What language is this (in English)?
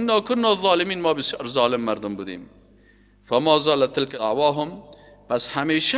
Persian